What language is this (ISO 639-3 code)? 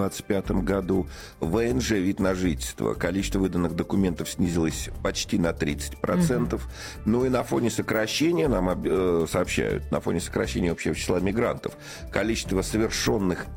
rus